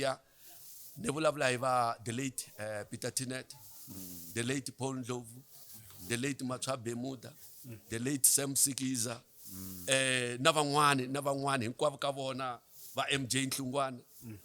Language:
Tsonga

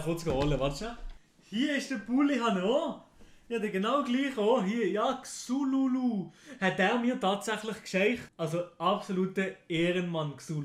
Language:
Swiss German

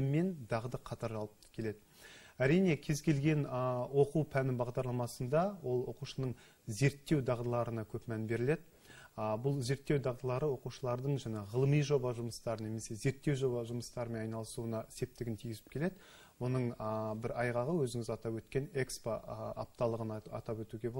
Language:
Kazakh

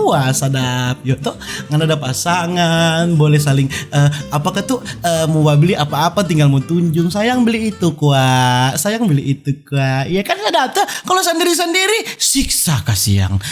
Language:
Manado Malay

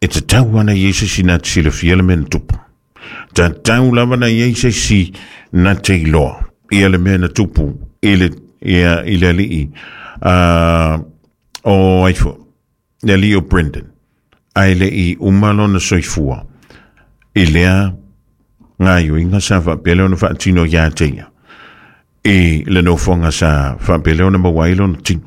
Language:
Samoan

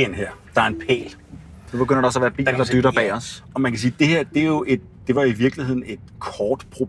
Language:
Danish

